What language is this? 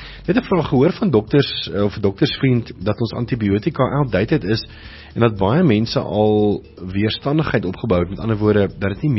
Afrikaans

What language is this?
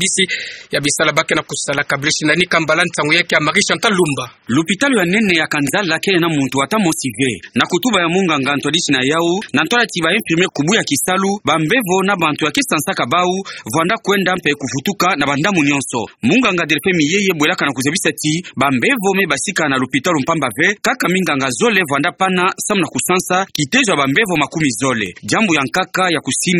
Kituba (Democratic Republic of Congo)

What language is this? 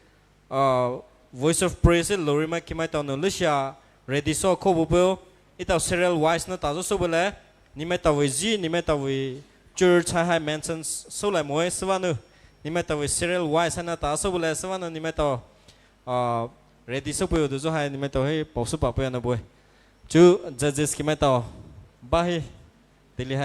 Poumei Naga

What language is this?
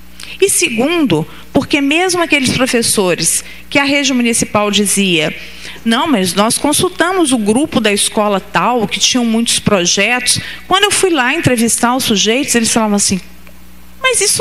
Portuguese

